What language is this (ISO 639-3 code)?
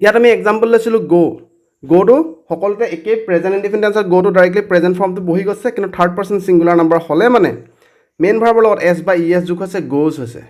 asm